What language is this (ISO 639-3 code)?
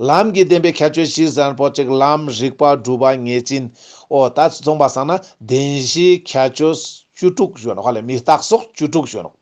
lbj